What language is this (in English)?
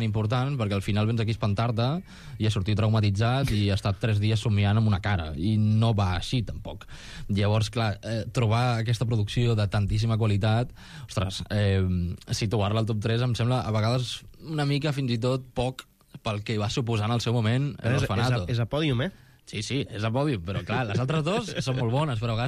Catalan